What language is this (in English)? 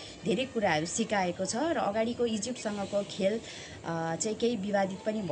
Nepali